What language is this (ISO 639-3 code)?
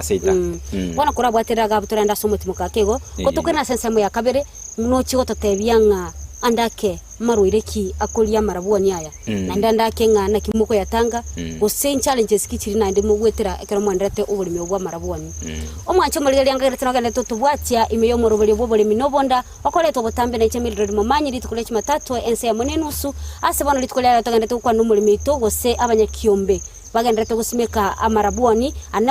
guz